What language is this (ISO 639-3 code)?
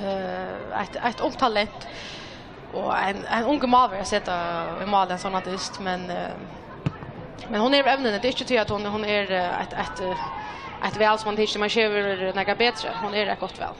fao